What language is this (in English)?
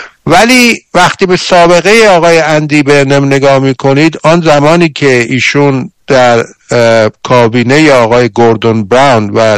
Persian